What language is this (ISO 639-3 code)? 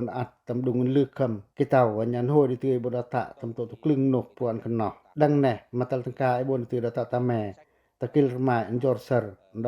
pac